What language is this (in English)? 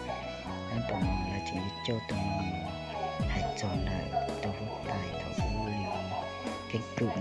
Hmong